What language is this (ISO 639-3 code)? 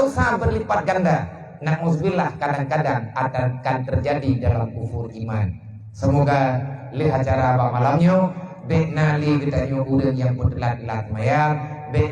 ace